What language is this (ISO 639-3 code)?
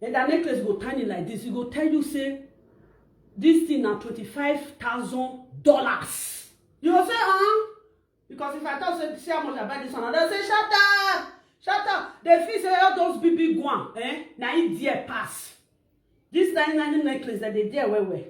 pcm